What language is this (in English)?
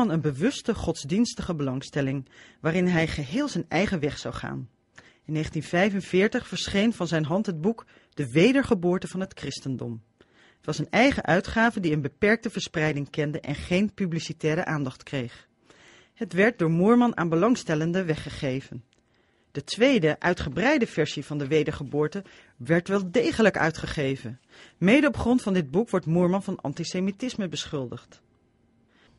Dutch